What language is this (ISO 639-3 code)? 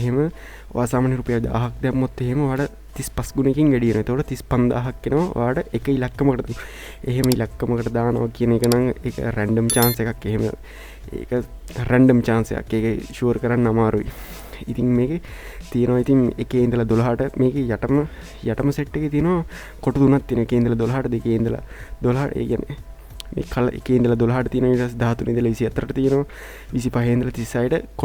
sin